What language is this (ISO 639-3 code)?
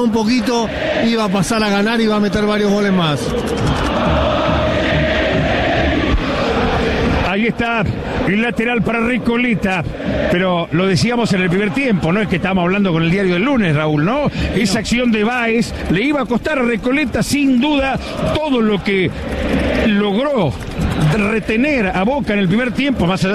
spa